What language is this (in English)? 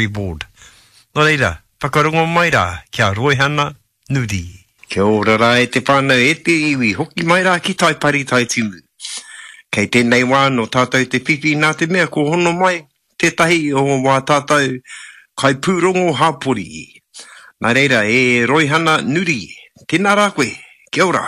Māori